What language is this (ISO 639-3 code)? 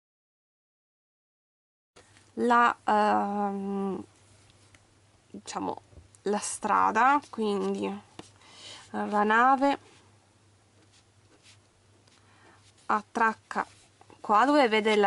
ita